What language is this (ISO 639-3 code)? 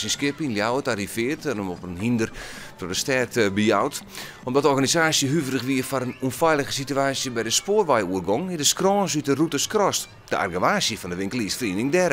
fry